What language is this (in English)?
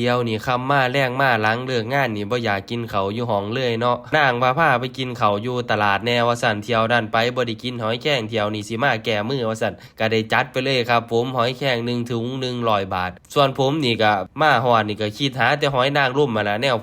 Northeastern Thai